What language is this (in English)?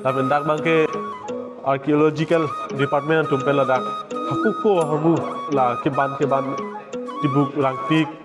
Karbi